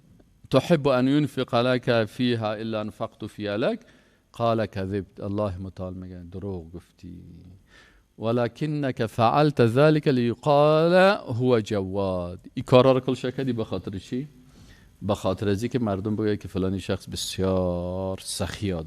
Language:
Persian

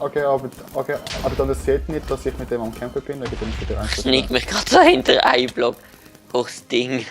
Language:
Swiss German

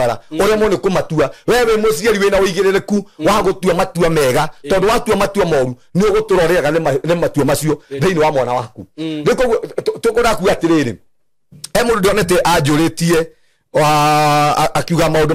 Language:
Kikuyu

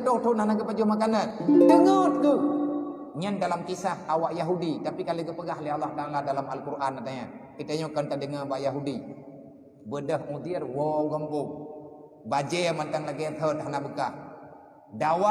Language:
Achinese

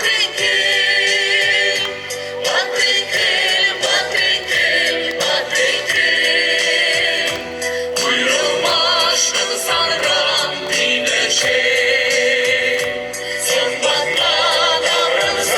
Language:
Chuvash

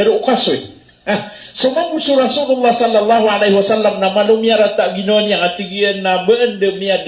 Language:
Maranao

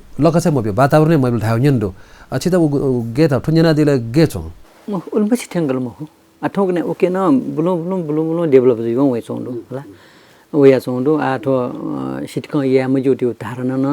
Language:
Newari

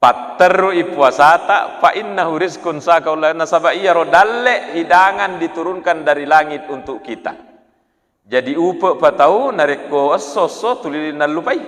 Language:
Buginese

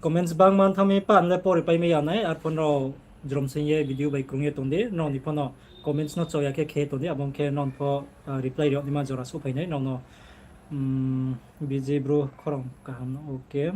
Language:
Riang (India)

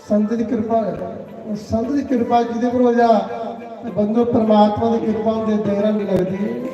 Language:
Dogri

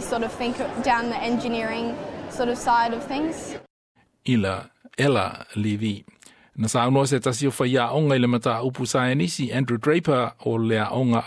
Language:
Samoan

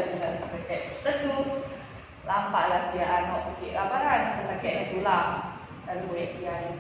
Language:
Sasak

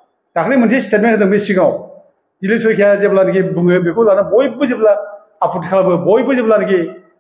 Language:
Bodo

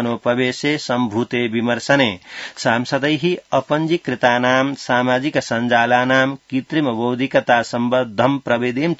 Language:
Sanskrit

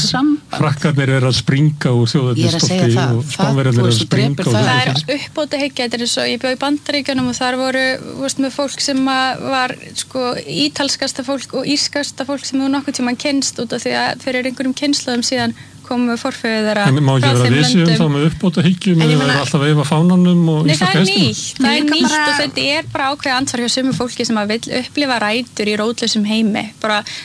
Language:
Icelandic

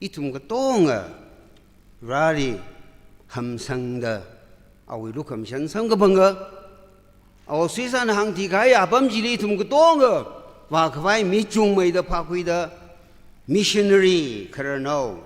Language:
Tangkhul Naga (India)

